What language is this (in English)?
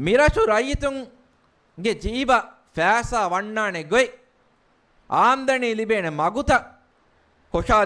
Divehi